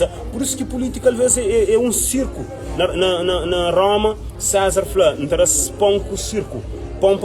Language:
Kabuverdianu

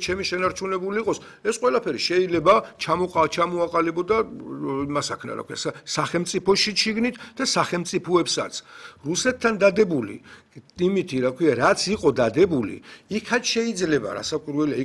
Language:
Georgian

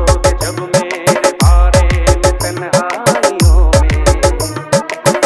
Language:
Hindi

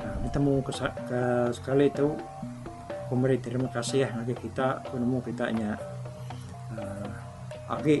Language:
Iban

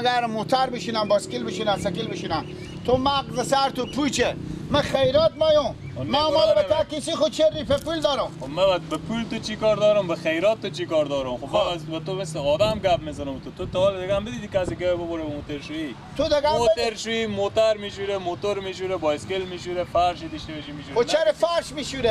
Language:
Persian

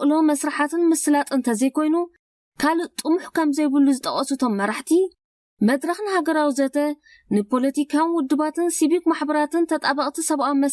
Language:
Tigrinya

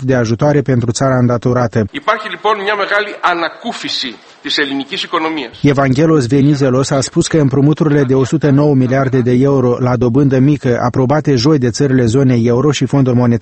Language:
Romanian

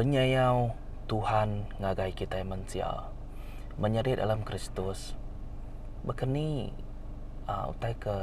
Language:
Iban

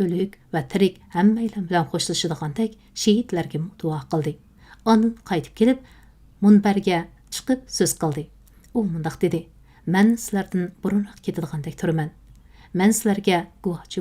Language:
Uyghur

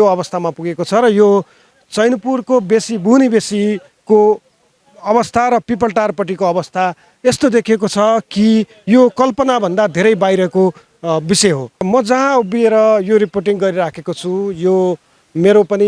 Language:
Nepali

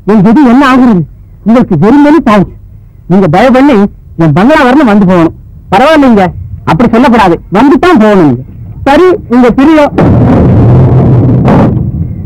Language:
Tamil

